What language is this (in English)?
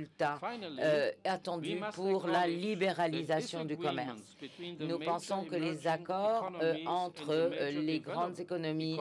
French